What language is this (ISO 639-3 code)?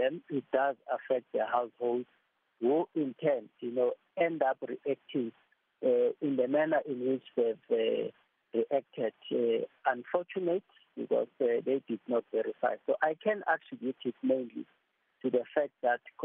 eng